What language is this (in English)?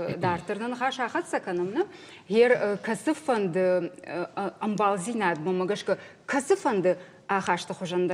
Ossetic